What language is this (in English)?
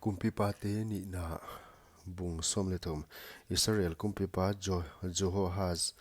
Paite Chin